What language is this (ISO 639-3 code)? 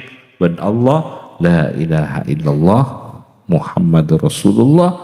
mad